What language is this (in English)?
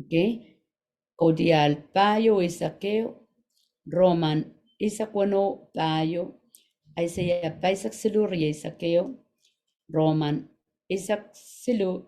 Pohnpeian